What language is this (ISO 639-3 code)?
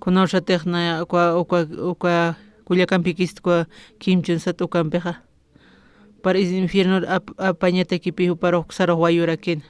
aym